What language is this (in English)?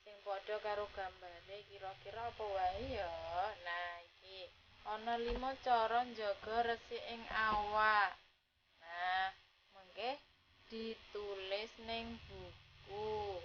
Javanese